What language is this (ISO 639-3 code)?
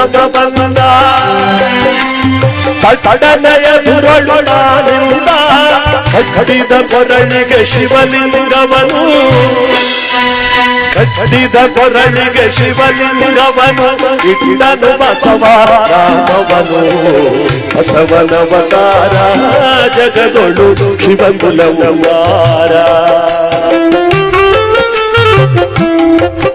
kan